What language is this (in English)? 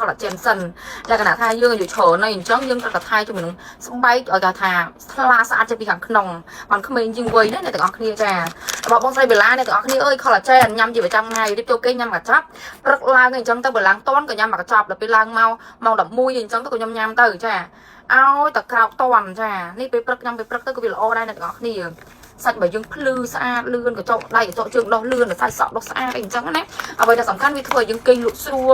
Khmer